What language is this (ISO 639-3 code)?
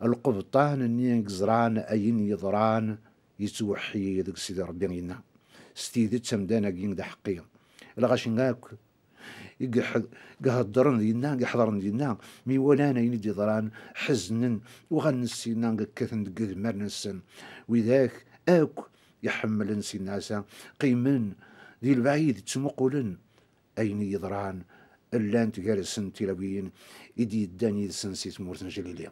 kab